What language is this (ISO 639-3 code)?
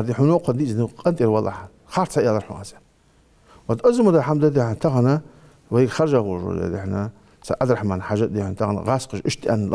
inh